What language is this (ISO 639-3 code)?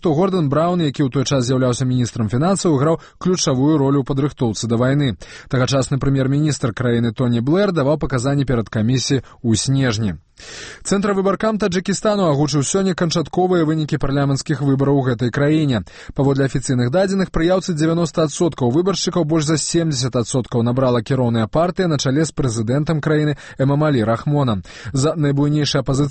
bel